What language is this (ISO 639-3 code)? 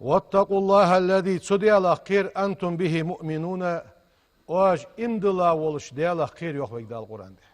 inh